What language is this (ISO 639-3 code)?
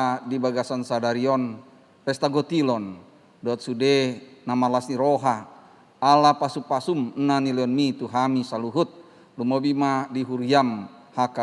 bbc